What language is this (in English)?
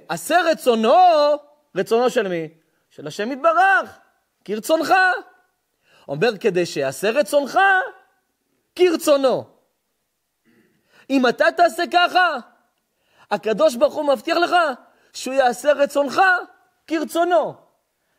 Hebrew